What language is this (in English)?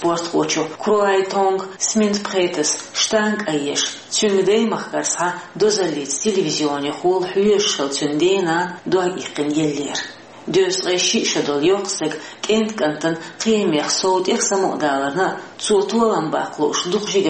Chechen